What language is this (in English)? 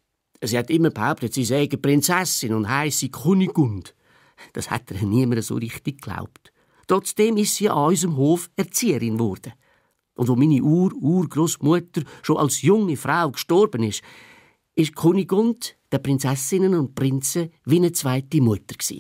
Swiss German